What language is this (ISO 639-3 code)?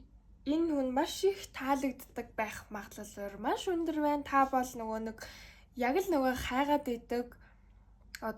mon